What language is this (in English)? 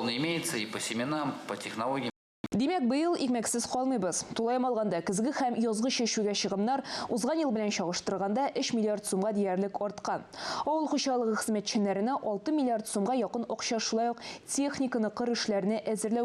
Tatar